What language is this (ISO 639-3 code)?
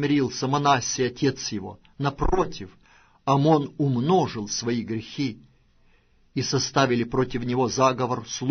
rus